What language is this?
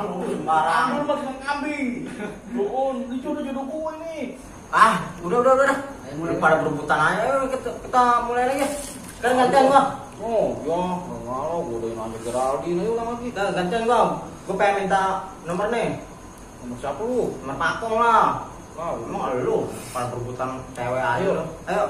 Betawi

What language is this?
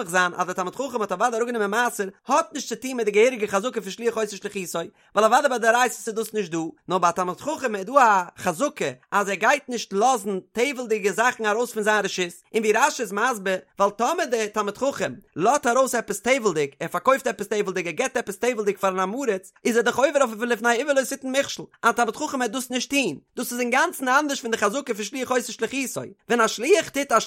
Yiddish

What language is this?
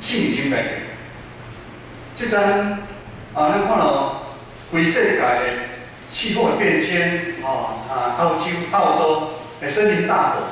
Min Nan Chinese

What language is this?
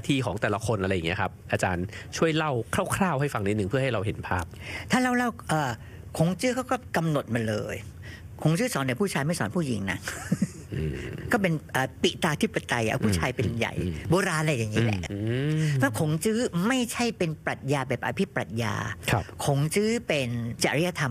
Thai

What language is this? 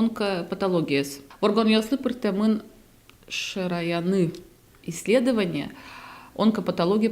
Udmurt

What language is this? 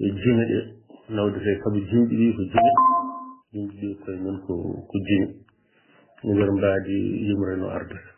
Fula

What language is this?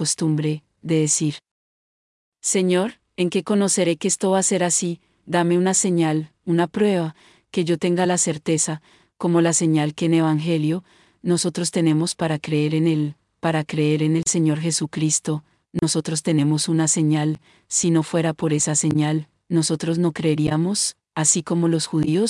Spanish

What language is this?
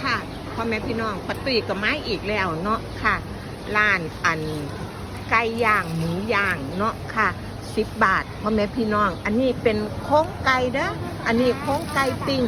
Northeastern Thai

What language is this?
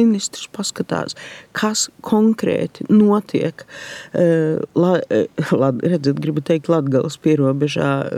Latvian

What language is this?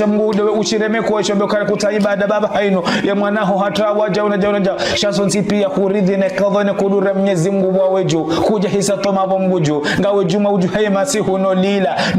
Ngazidja Comorian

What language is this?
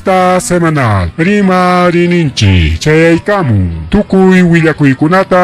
Ayacucho Quechua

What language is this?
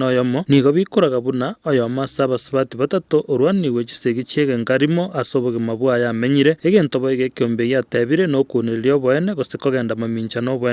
Gusii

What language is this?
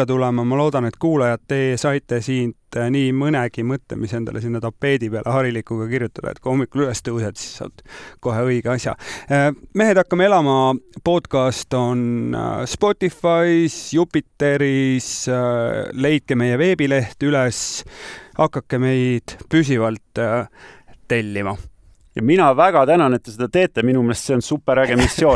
Estonian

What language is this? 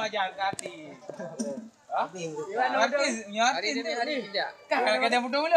Achinese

